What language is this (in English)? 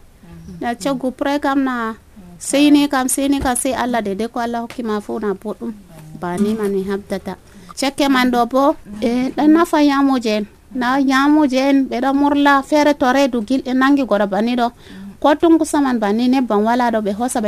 Nigerian Fulfulde